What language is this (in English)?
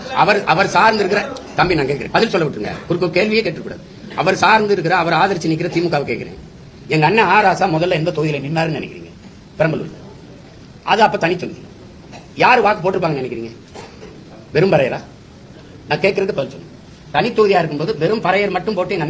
Tamil